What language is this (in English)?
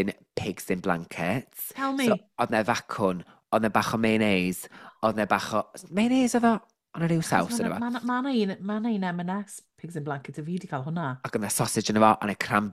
Welsh